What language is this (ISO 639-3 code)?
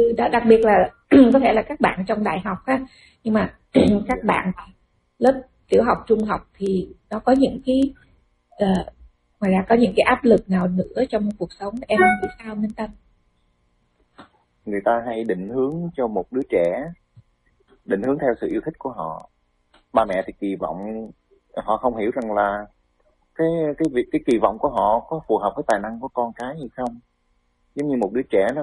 vie